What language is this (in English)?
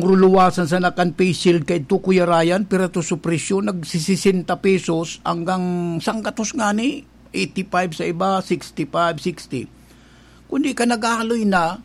Bikol